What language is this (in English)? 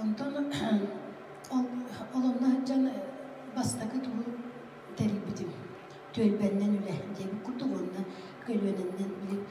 Yakut